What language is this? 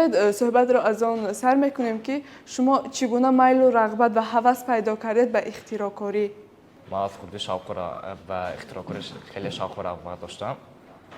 Tajik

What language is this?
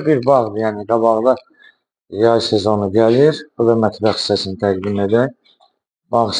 Azerbaijani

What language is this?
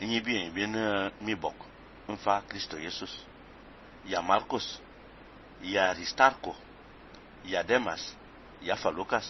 Fang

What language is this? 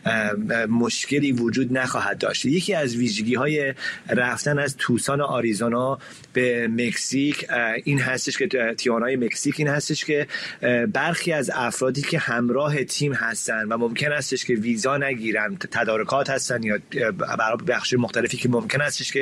Persian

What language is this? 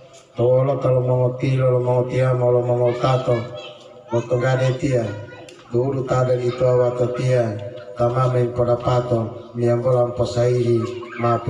Gorontalo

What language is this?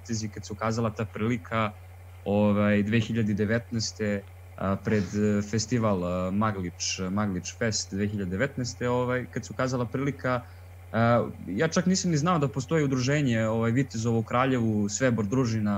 Serbian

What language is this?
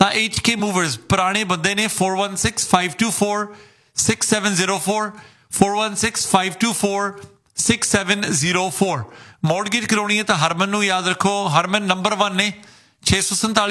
Punjabi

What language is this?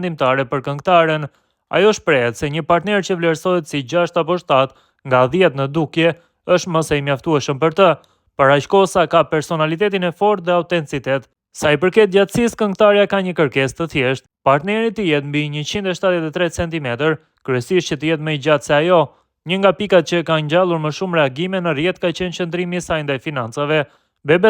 Albanian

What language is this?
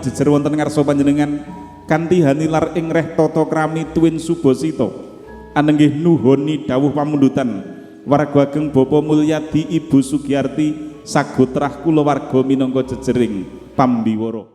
Javanese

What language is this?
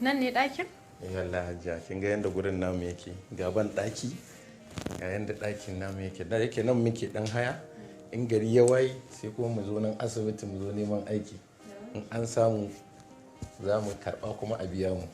Hausa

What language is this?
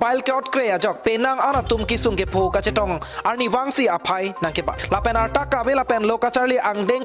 Karbi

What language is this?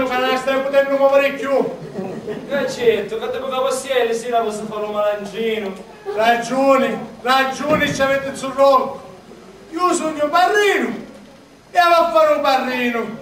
Sicilian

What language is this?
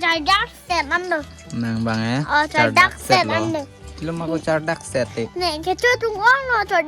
Karbi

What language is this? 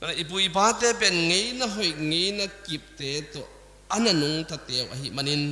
Tedim Chin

